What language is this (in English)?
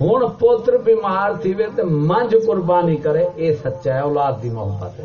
Saraiki